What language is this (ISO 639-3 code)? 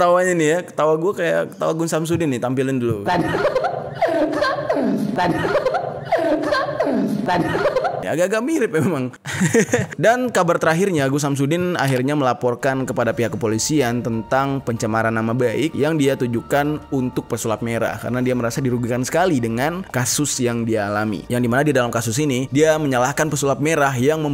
ind